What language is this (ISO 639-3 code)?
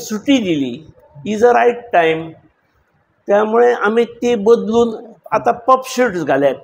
kok